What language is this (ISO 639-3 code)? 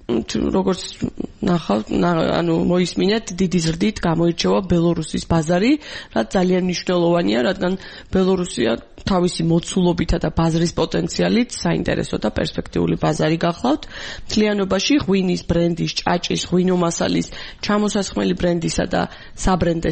kat